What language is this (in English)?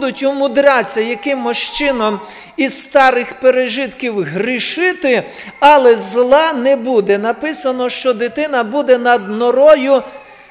Ukrainian